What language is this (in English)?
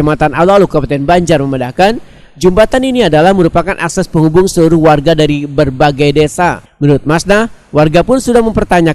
Banjar